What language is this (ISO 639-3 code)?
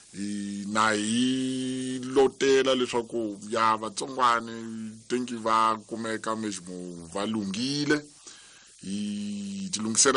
tso